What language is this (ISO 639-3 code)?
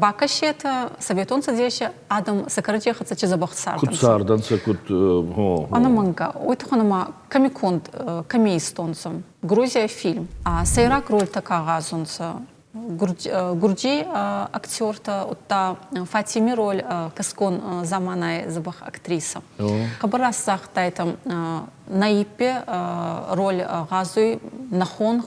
oss